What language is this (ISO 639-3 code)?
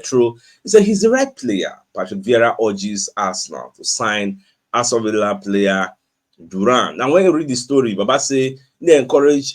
pcm